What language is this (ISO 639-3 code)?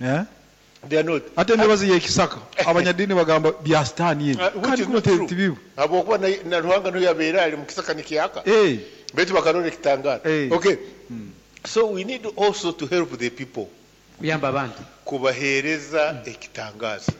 nyo